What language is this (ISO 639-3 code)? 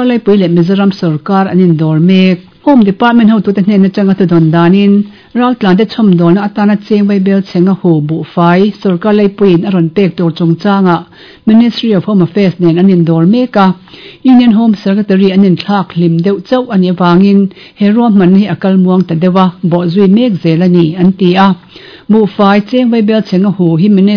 lus